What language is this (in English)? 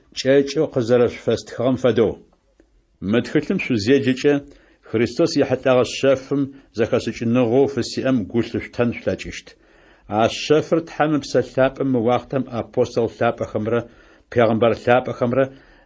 Adyghe